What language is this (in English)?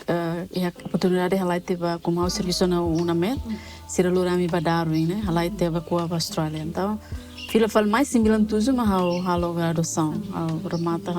Tetum